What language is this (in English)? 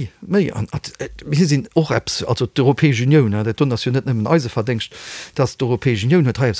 Luxembourgish